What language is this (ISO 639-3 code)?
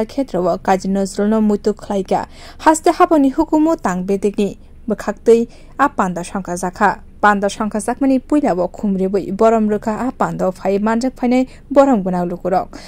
trp